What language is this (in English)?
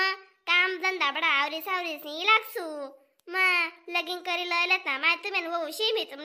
Khandesi